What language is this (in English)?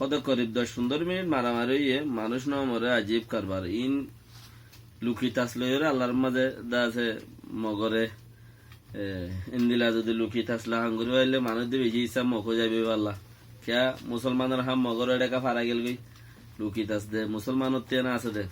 Rohingya